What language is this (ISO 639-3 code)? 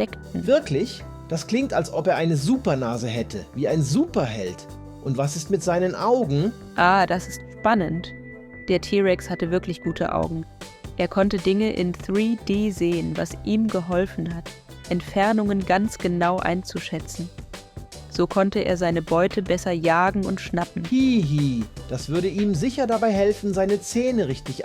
gsw